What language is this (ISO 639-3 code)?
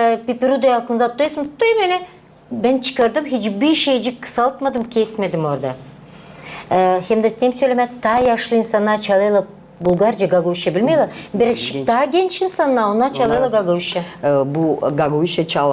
gag